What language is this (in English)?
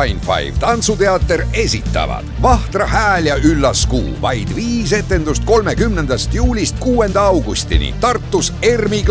Estonian